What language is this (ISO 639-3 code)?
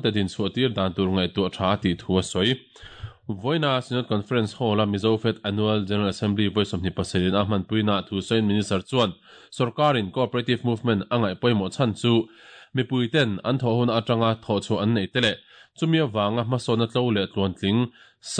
lus